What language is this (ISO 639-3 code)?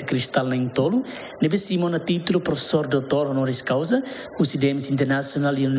tet